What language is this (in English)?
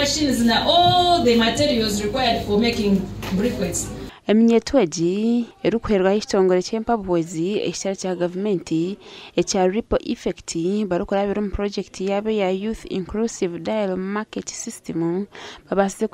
Nyankole